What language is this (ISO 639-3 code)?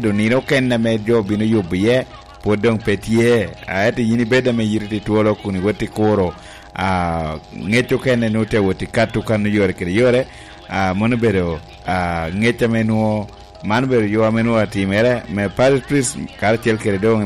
laj